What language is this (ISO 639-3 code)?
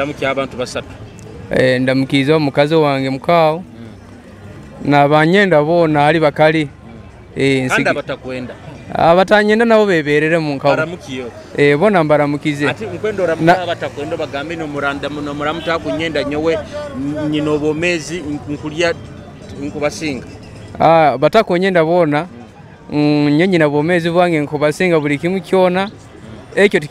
nyo